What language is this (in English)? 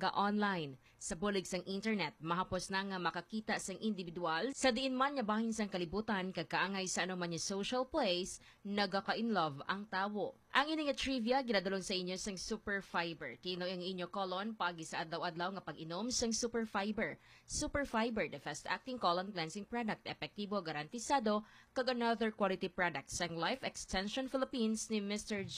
Hiligaynon